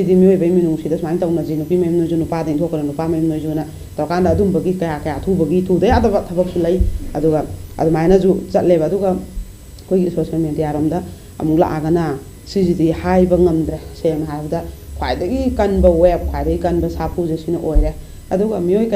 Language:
Manipuri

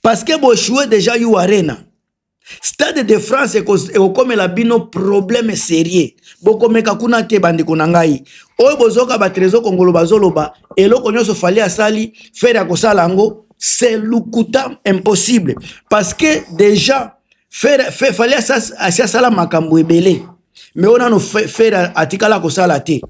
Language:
Lingala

